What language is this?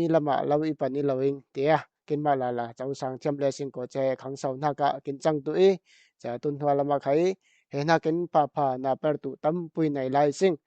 Falam Chin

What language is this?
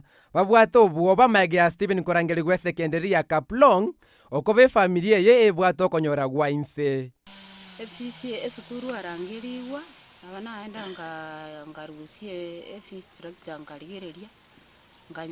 Gusii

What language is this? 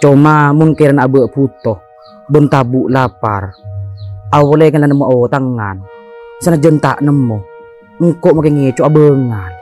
Madurese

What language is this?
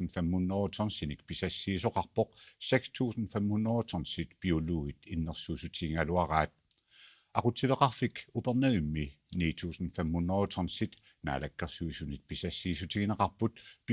Kalaallisut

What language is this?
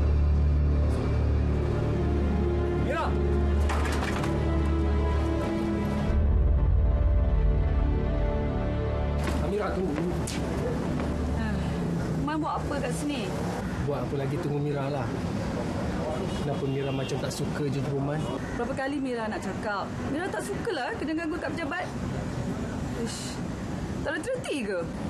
Malay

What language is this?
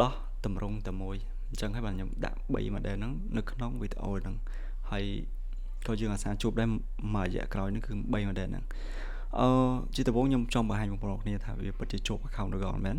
Khmer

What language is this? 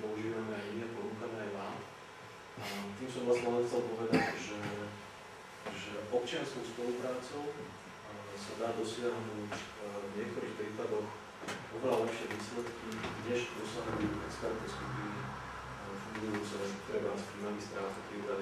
Slovak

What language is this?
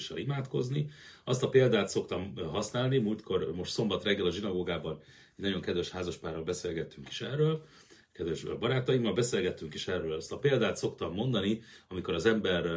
Hungarian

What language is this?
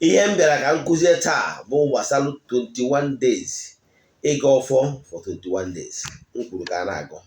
Igbo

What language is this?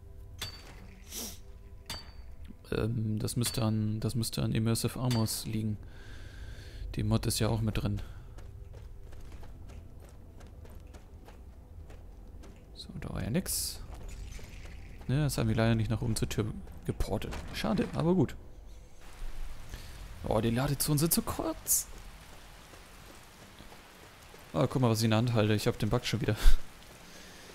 German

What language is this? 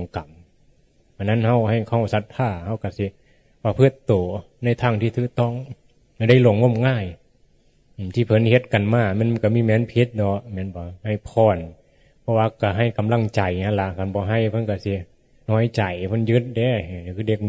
Northeastern Thai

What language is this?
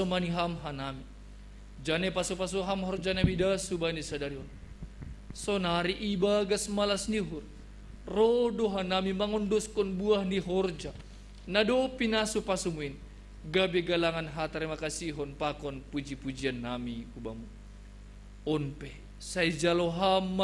Batak Simalungun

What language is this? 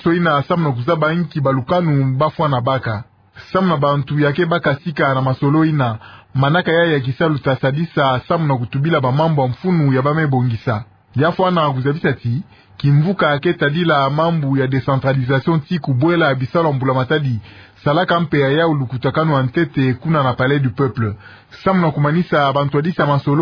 Kituba (Democratic Republic of Congo)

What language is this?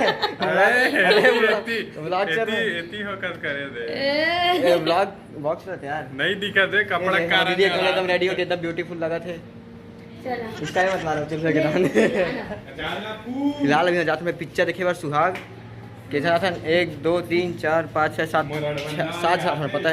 Chhattisgarhi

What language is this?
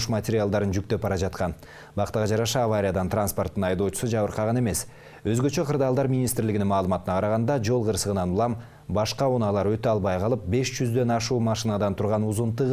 Kyrgyz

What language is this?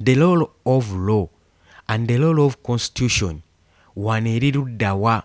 Ganda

